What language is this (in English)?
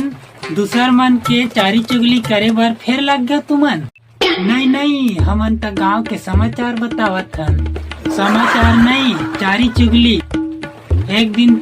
Chhattisgarhi